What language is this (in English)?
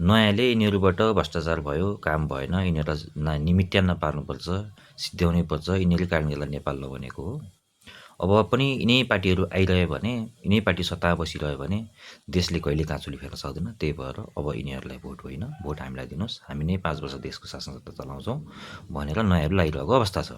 Nepali